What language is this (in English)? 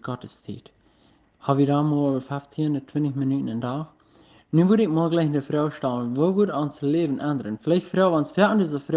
Plautdietsch